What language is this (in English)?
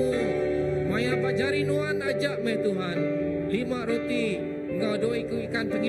Iban